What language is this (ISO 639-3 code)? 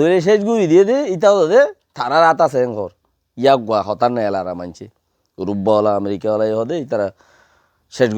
rhg